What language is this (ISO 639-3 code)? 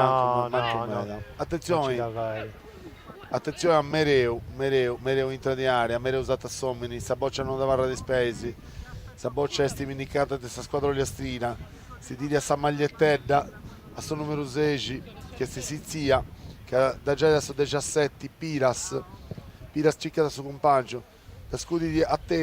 srd